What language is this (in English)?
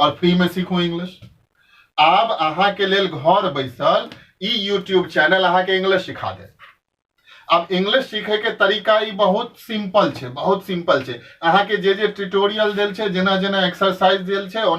Maithili